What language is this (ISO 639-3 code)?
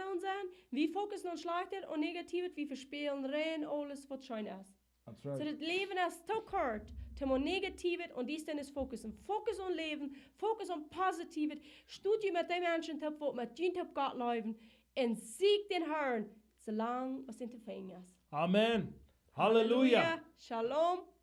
pdt